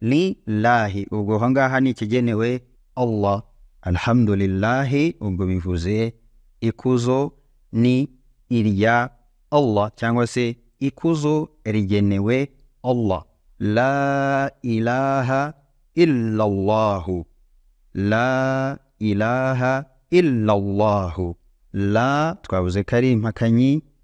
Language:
Kinyarwanda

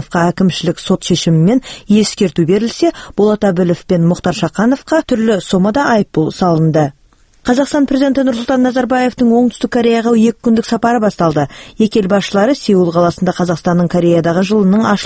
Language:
Kazakh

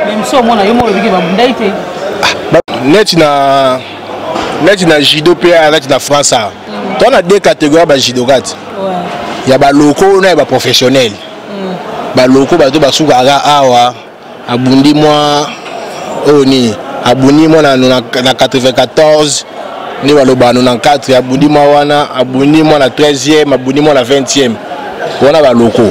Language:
Lingala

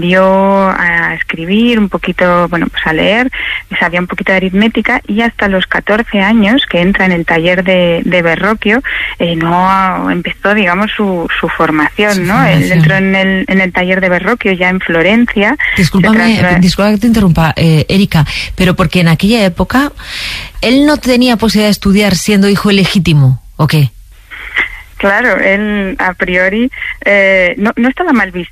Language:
Spanish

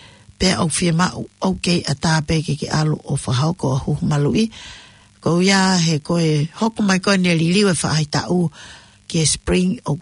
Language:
Tongan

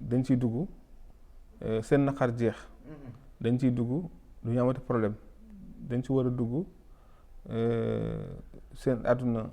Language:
Wolof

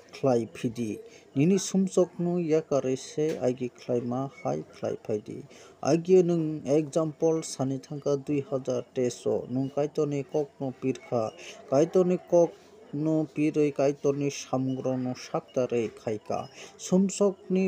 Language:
Kok Borok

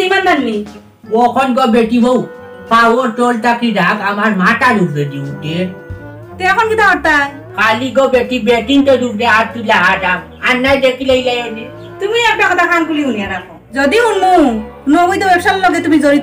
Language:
Sylheti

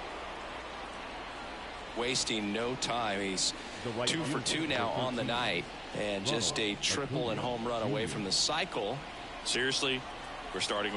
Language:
English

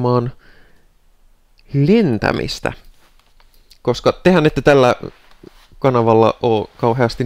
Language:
Finnish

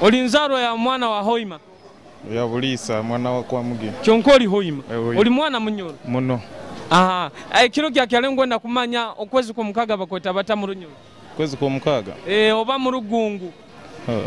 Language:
Nyoro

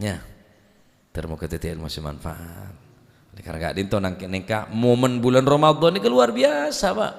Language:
Madurese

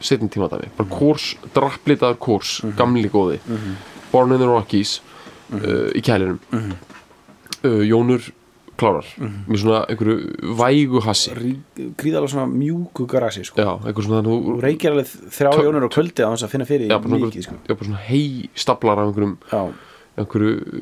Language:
Icelandic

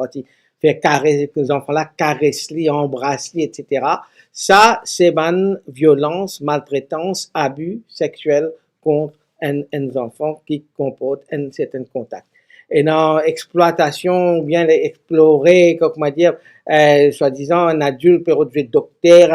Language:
Morisyen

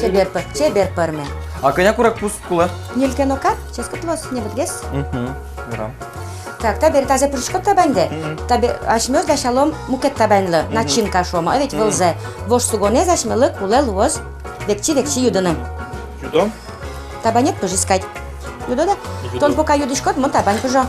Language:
Udmurt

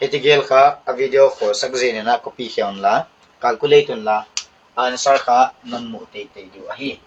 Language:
Paite Chin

